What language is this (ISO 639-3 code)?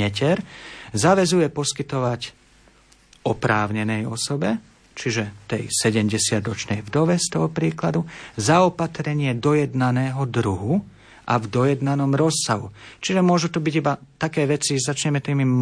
slk